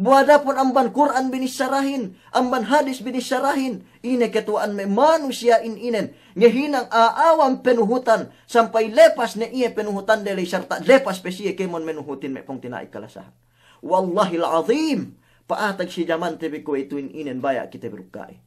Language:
Yakan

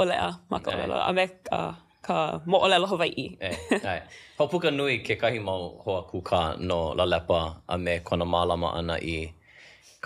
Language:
Hawaiian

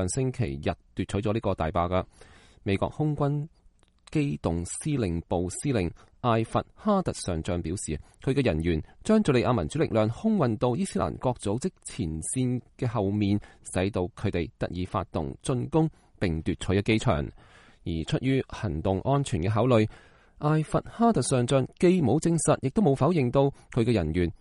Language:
Cantonese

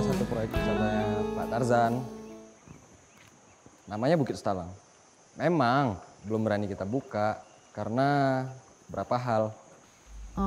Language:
Indonesian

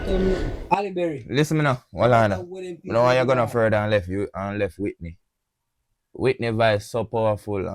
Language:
Jamaican Creole English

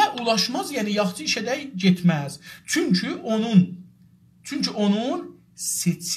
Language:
South Azerbaijani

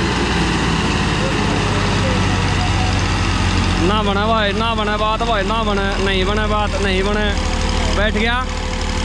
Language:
Hindi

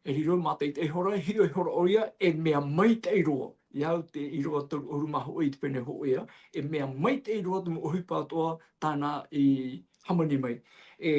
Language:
Tahitian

